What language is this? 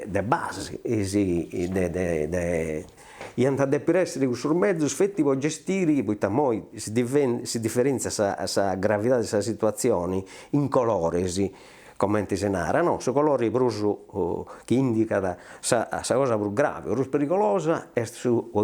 Sardinian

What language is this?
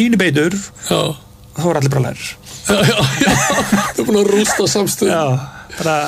Icelandic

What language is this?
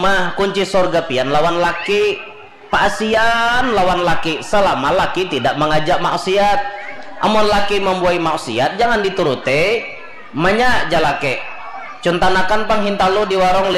Banjar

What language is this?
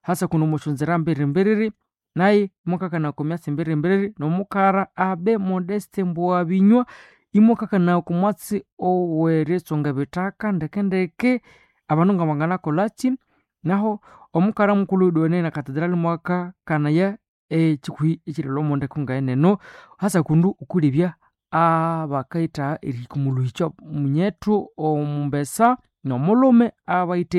Nande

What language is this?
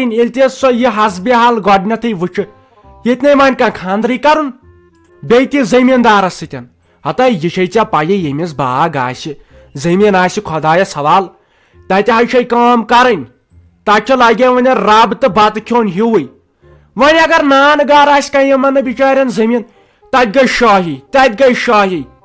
Kashmiri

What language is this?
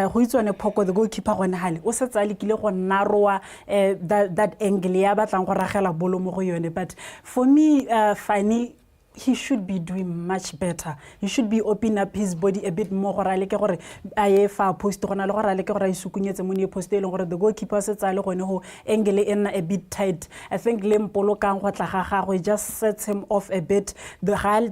Tswana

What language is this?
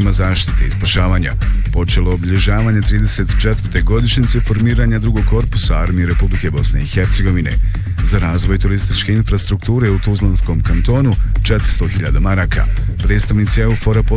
Bosnian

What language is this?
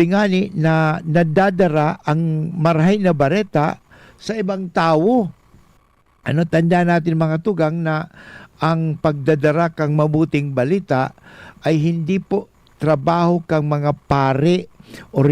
Bikol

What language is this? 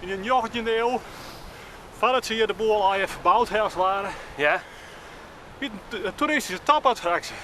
Western Frisian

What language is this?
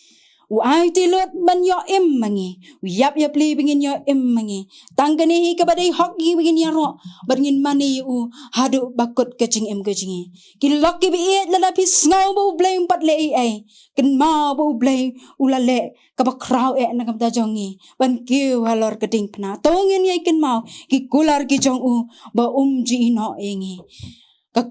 Khasi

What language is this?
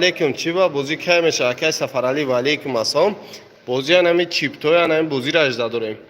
Tajik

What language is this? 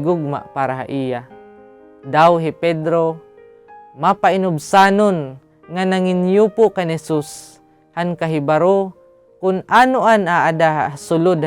Waray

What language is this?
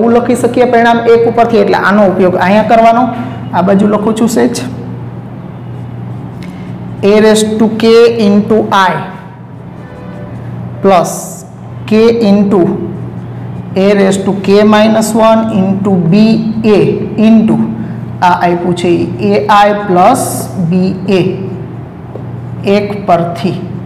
Gujarati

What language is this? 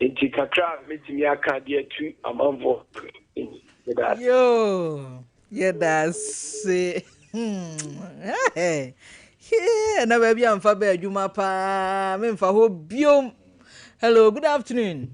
Akan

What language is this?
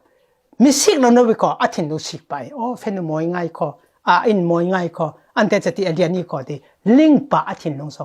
Falam Chin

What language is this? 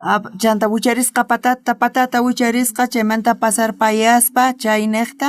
South Bolivian Quechua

